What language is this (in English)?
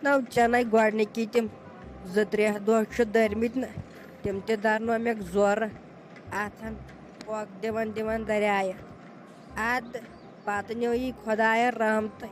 Kashmiri